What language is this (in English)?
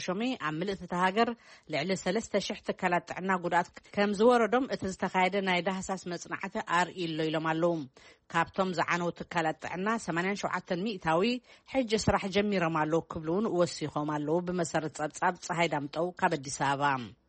Tigrinya